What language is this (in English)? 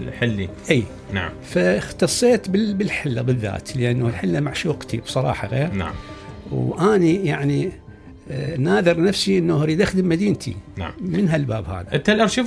Mesopotamian Arabic